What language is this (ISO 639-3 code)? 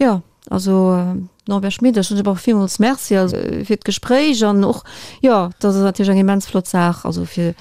ltz